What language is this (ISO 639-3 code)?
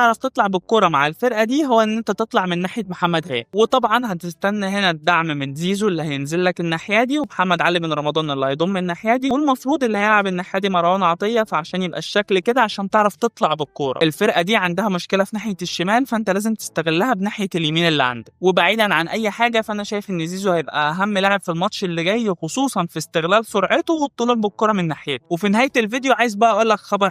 arz